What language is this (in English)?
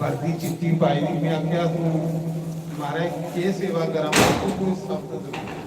Dogri